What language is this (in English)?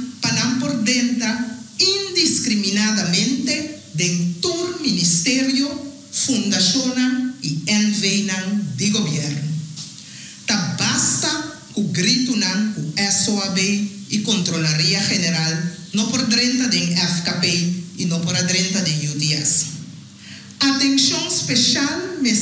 Papiamento